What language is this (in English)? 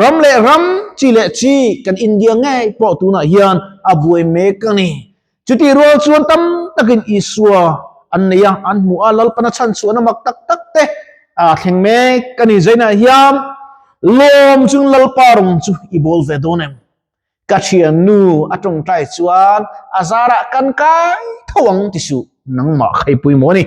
Mizo